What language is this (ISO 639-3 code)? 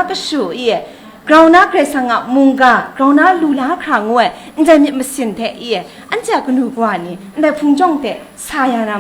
kac